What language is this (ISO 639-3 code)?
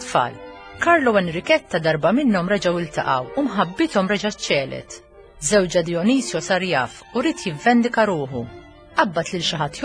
mlt